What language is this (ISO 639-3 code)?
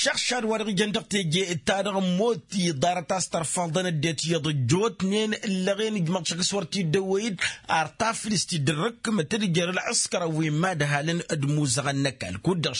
taq